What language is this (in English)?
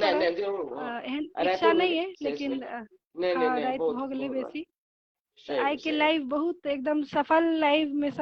Maithili